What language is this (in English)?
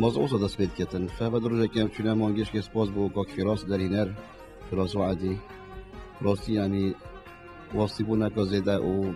Kurdish